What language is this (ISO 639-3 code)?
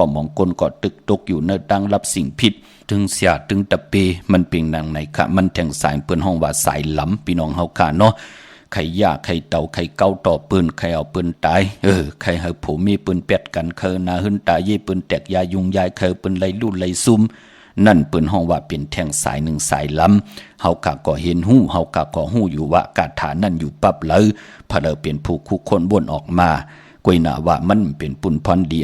shn